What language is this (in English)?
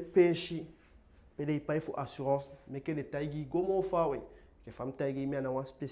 Eastern Maroon Creole